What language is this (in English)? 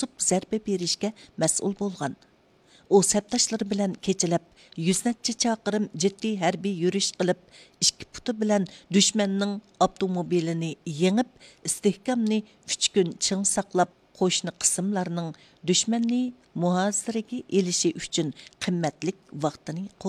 Uyghur